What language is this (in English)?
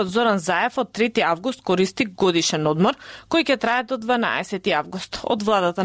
Macedonian